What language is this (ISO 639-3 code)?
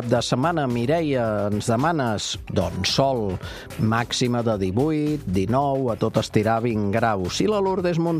cat